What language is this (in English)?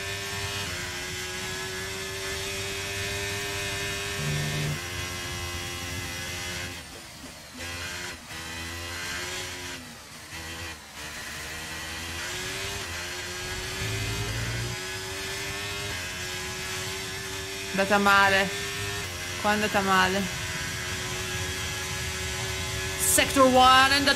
Italian